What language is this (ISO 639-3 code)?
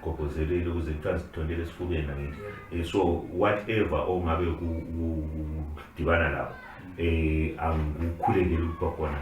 zul